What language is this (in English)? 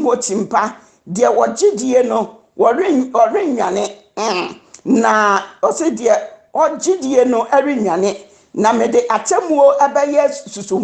Akan